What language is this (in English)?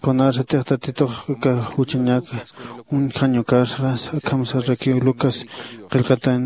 Aymara